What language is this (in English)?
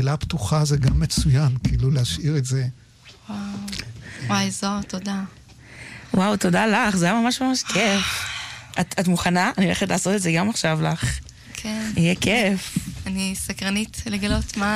Hebrew